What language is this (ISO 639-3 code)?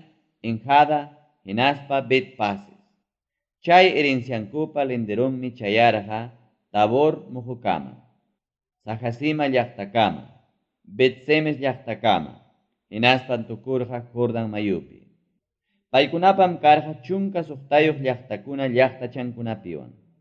quy